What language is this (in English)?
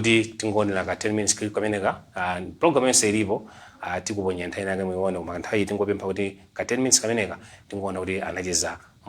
Nyanja